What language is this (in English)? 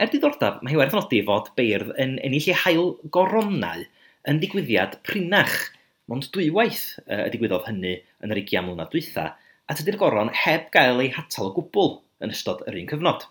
Welsh